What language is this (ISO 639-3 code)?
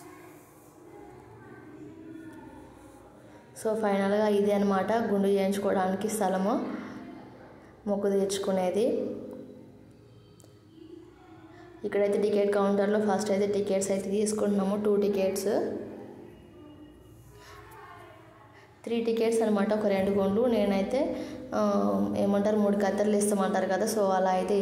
tel